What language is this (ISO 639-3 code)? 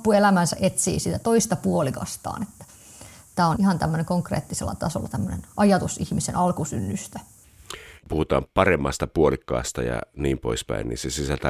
fin